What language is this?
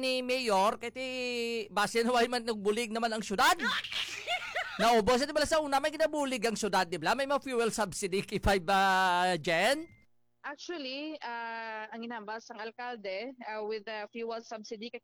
Hiligaynon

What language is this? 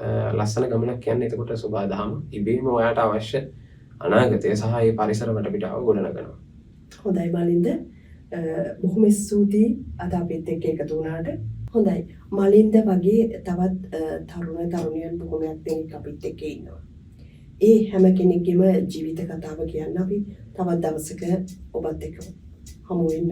Sinhala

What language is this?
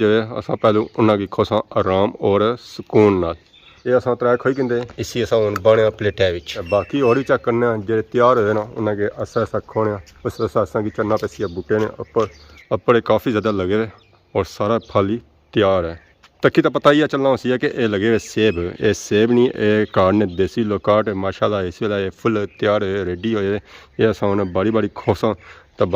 Pahari-Potwari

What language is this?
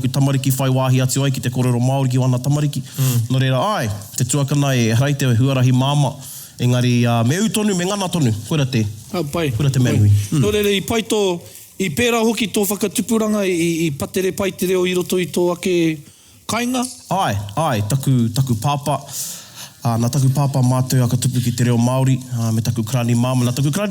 Māori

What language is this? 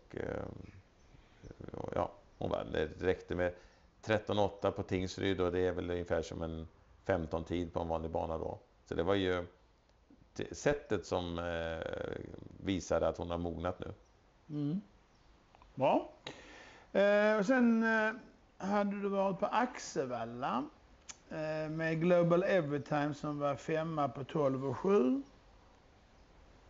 Swedish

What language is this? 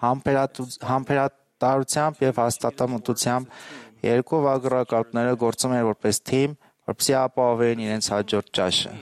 Armenian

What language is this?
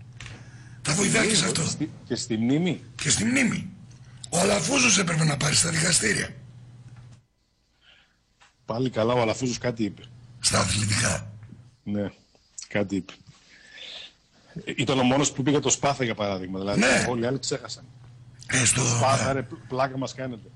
Greek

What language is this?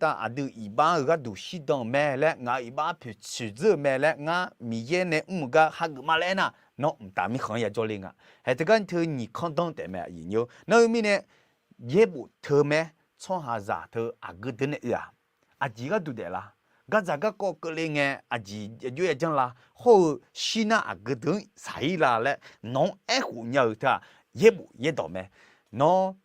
Akha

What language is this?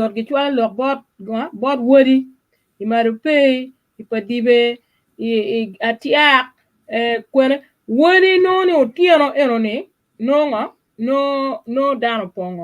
Acoli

